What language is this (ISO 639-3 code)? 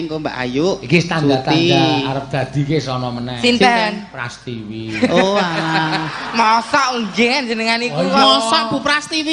jav